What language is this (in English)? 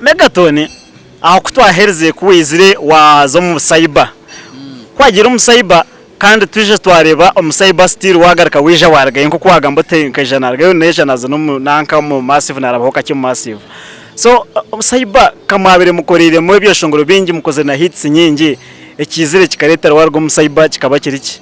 Nyankole